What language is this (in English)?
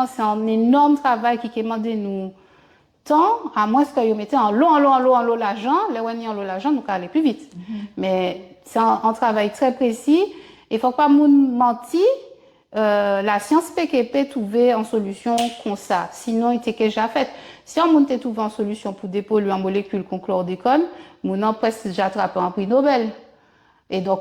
Guadeloupean Creole French